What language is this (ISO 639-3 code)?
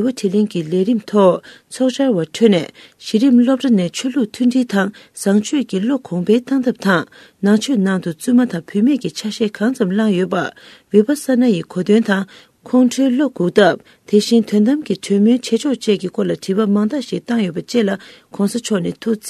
bod